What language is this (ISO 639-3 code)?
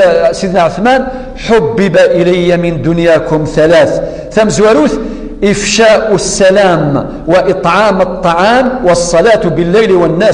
kab